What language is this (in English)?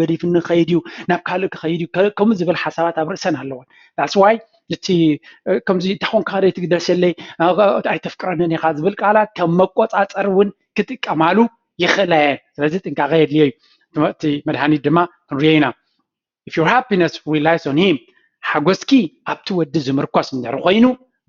Tigrinya